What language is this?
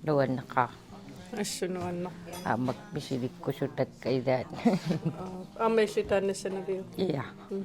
Kalaallisut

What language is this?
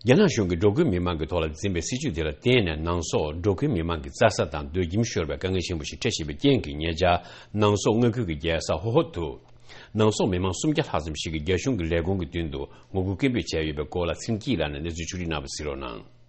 Tibetan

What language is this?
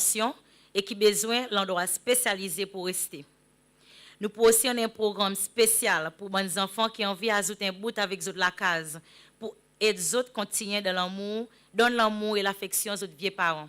Seselwa Creole French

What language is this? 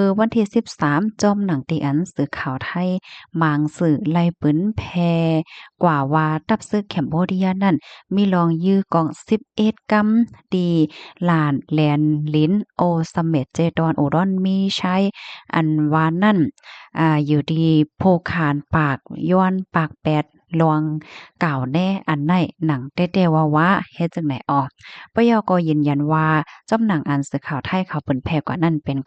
Shan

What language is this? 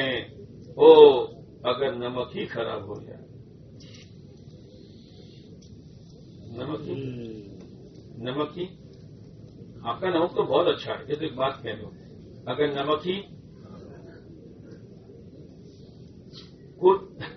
Urdu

